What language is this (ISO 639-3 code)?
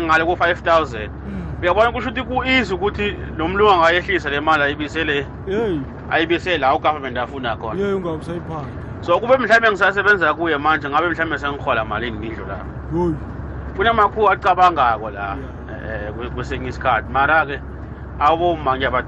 nbl